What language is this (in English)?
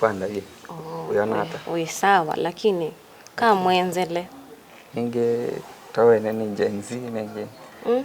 Kamba